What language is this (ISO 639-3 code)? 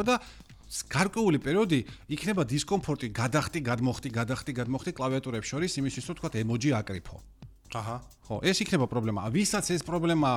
kat